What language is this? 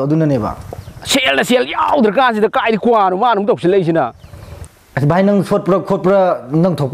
Manipuri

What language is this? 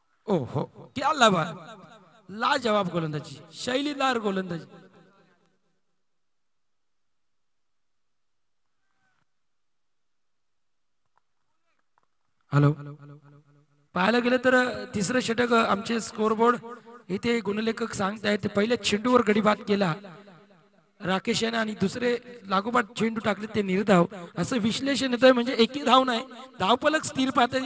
Marathi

